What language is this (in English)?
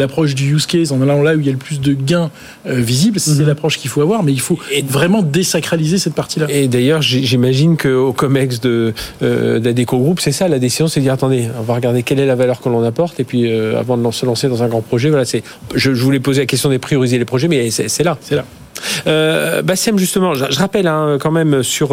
French